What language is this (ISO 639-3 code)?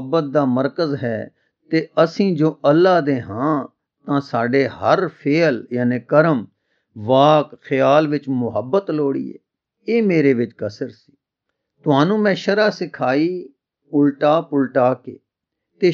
pan